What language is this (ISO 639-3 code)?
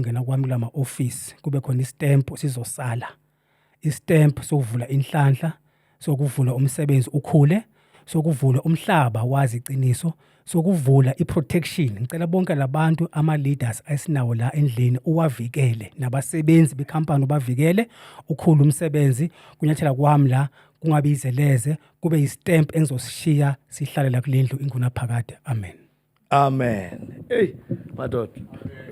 zul